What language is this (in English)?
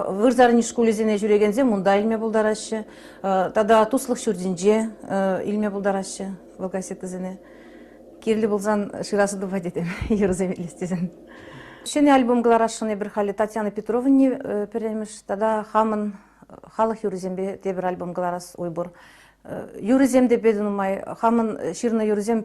Chuvash